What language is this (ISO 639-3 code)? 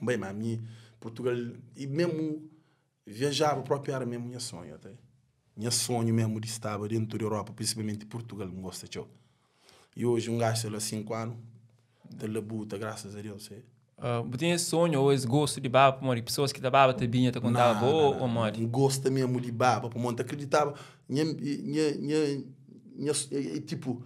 kea